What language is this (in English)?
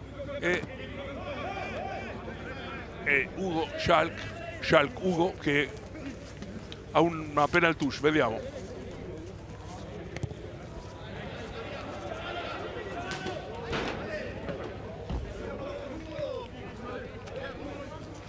Italian